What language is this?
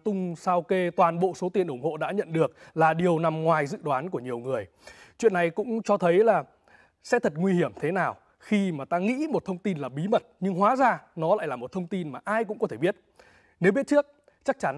Vietnamese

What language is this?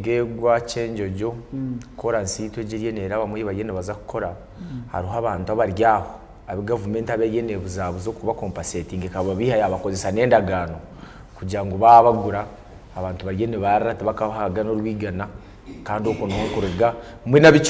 Nyankole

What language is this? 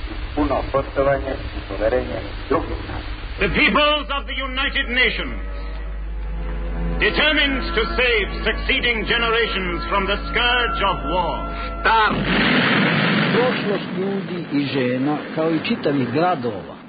Serbian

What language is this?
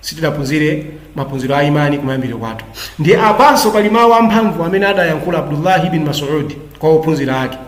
Nyanja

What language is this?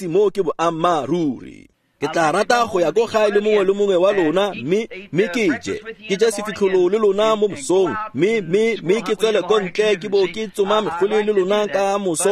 Tswana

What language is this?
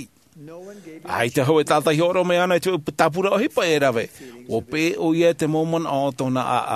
Tahitian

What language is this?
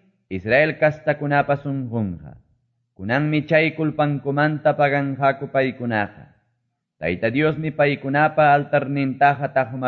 Quechua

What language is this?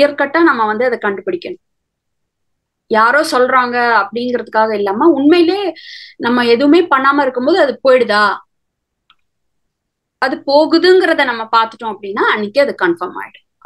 Tamil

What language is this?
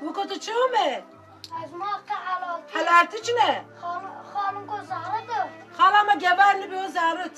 Zaza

